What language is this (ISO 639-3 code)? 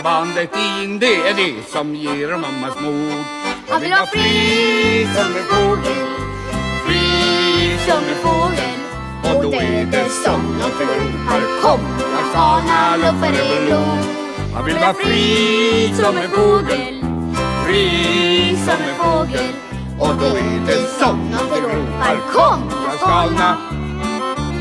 swe